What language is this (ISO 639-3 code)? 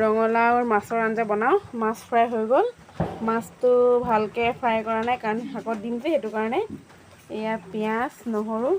asm